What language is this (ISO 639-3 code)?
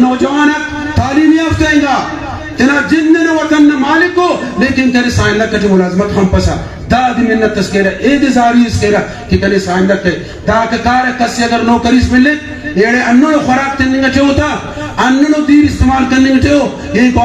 brh